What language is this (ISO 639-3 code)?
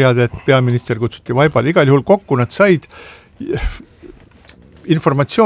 est